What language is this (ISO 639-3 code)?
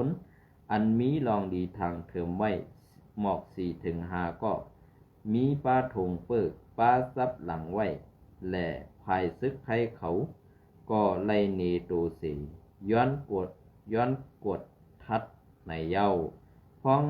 shn